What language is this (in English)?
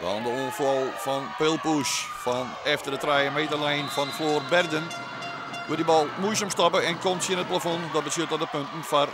Western Frisian